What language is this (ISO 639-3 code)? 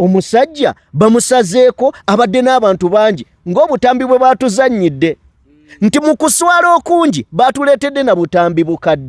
lug